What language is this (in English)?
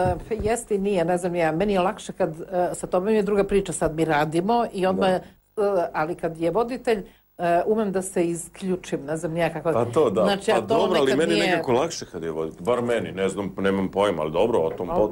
Serbian